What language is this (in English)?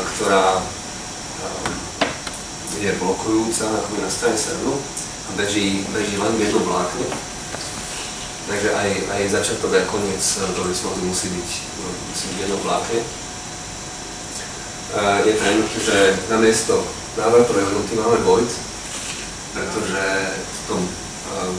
Slovak